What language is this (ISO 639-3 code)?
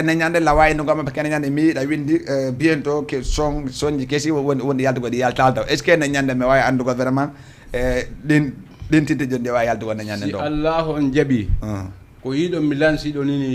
ful